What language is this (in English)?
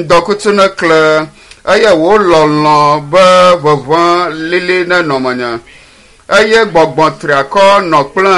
Ewe